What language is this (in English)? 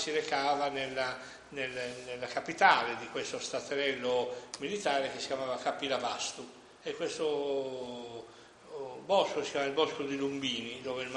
Italian